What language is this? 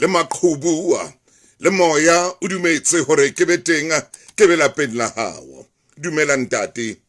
Southern Sotho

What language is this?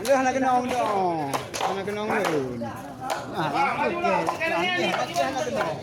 Achinese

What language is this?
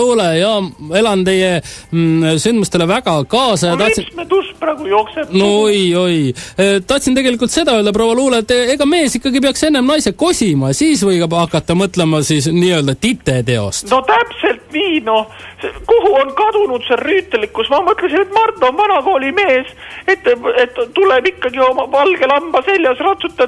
Estonian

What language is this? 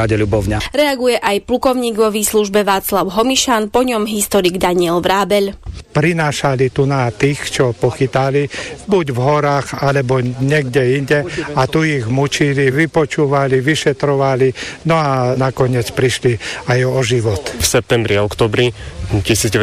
Slovak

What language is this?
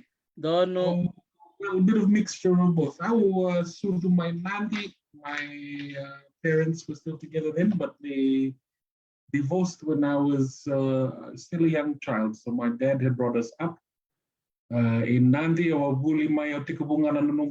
Fijian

